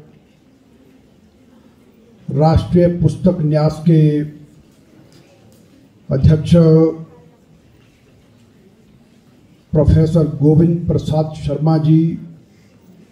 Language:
Hindi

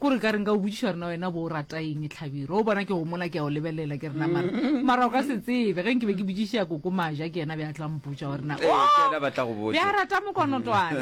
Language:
Northern Sotho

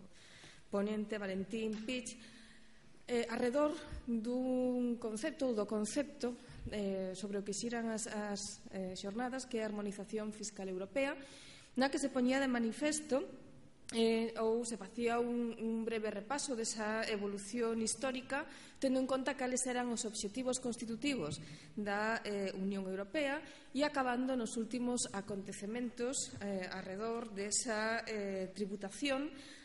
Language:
Galician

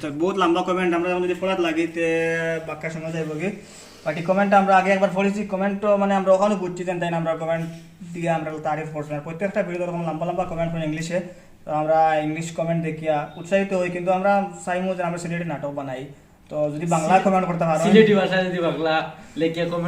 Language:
Sylheti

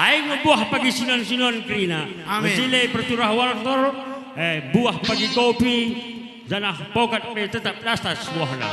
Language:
Batak Karo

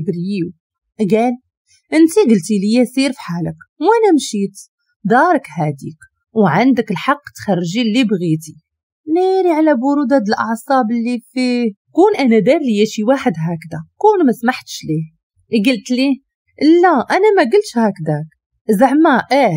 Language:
Moroccan Arabic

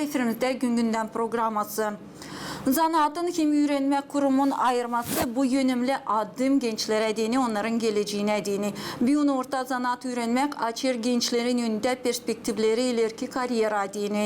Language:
Gagauz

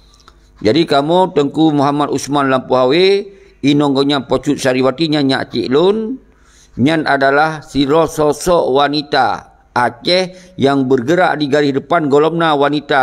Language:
Achinese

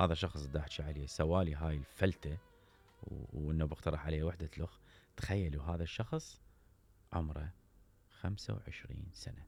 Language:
Mesopotamian Arabic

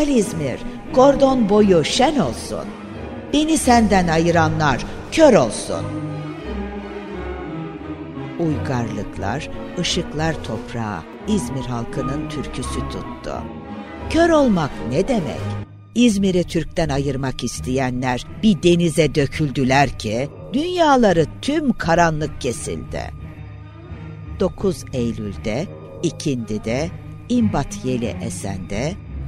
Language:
Turkish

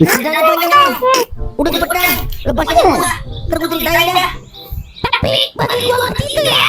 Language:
Betawi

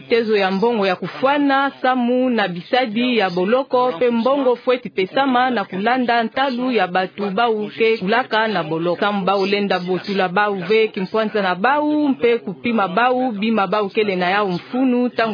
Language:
Kituba (Democratic Republic of Congo)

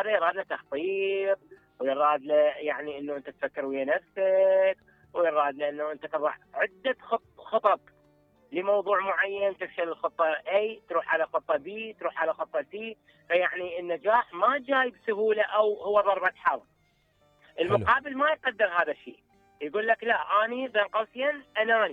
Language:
Mesopotamian Arabic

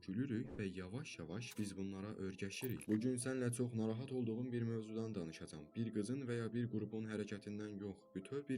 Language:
Azerbaijani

